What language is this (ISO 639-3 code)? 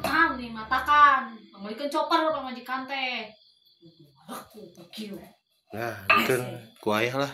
sun